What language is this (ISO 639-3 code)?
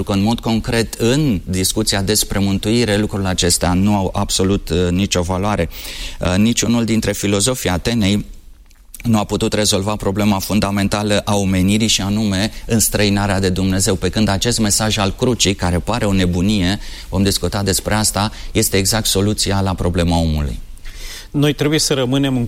ron